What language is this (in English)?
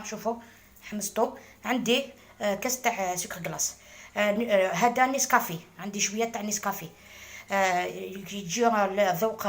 Algerian Arabic